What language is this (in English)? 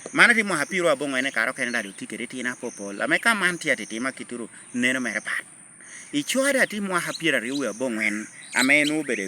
Lango (Uganda)